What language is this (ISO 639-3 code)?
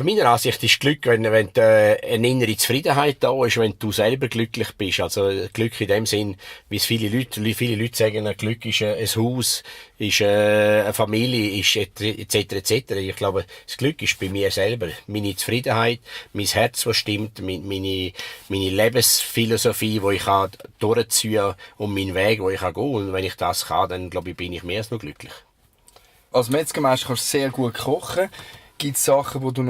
gsw